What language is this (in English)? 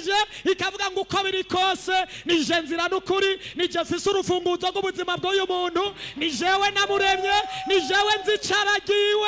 Rundi